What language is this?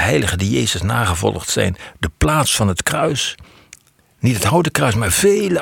Dutch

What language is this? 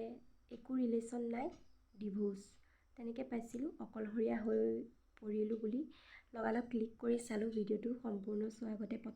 Assamese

